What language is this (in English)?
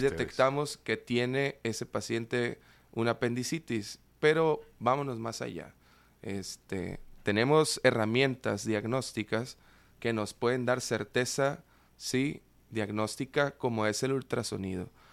Spanish